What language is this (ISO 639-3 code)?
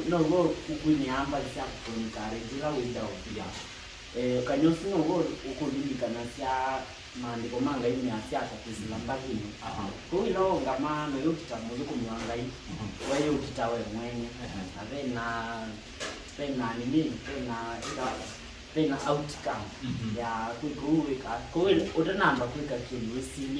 kam